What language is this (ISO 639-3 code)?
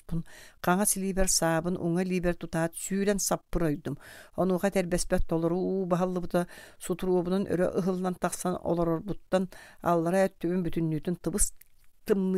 sah